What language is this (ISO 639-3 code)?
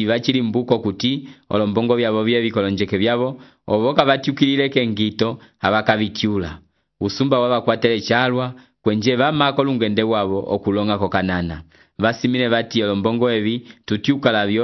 umb